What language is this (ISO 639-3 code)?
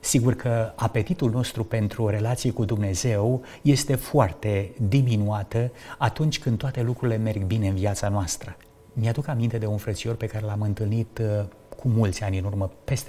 ron